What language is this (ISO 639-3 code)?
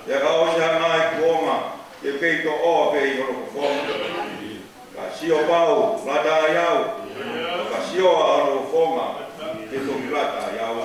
ton